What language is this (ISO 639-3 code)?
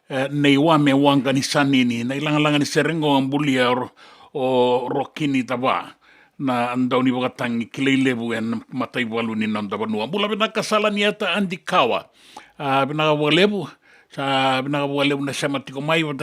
fij